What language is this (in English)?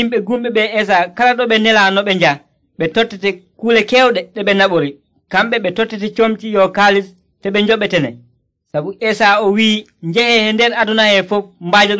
Nigerian Fulfulde